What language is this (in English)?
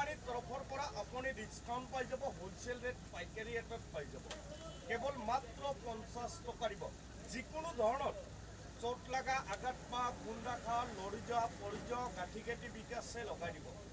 Assamese